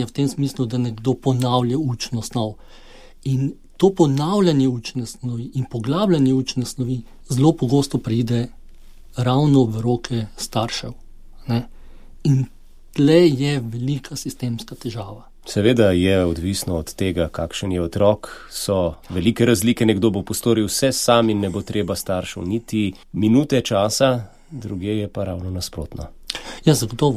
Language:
Slovenian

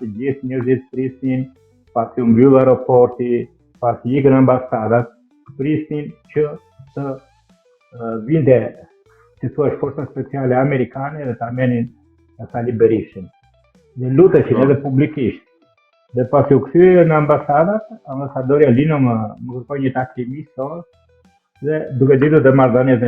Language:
Albanian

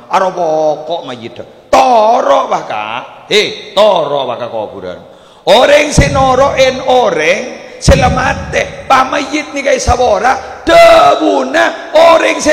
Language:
Madurese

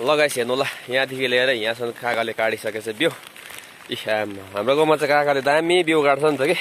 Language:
Nepali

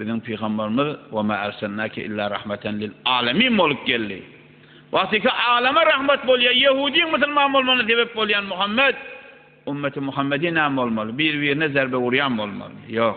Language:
Turkmen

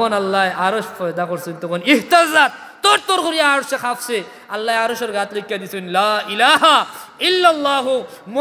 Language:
Sylheti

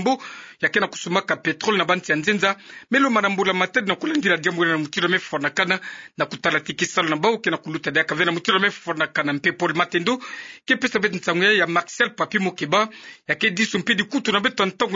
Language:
Kituba (Democratic Republic of Congo)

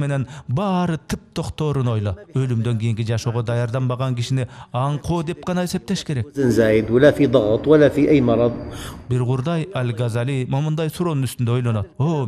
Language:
Kyrgyz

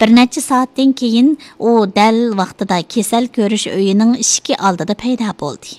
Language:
Uyghur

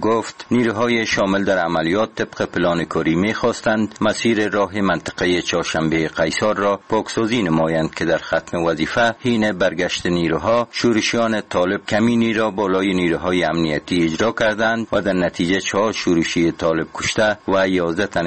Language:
Persian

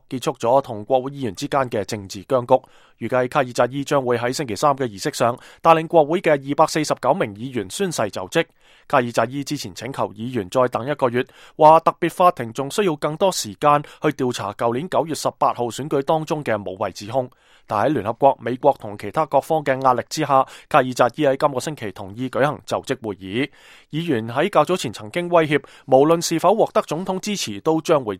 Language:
Cantonese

